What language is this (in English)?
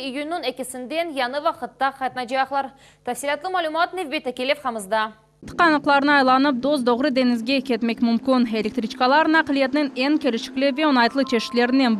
Crimean Tatar